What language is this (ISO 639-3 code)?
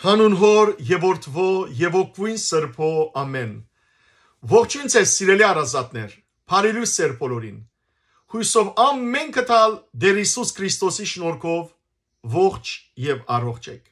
hyw